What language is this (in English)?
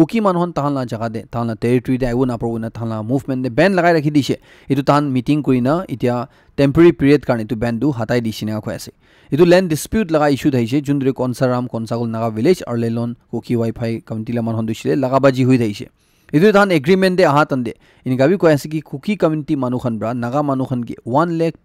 Naga Pidgin